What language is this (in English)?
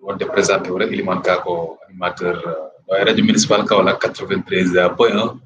Fula